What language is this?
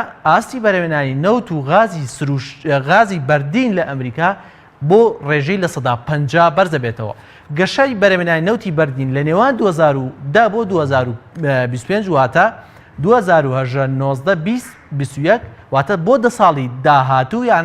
Central Kurdish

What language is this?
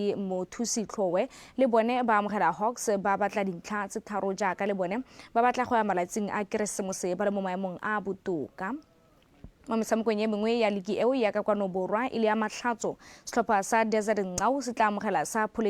Tswana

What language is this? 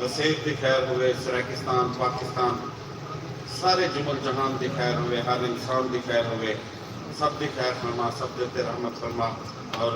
Saraiki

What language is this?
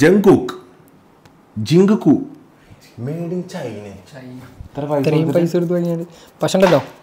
Malayalam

